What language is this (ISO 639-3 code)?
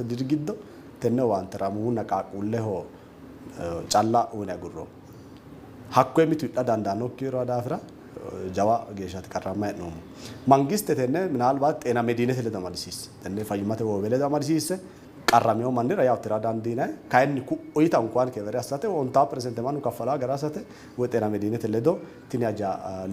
sid